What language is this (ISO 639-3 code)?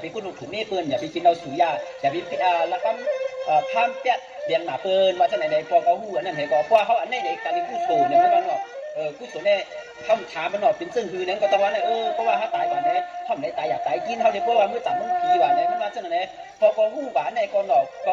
shn